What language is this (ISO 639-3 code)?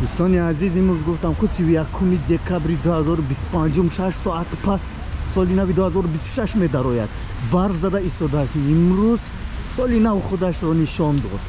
tgk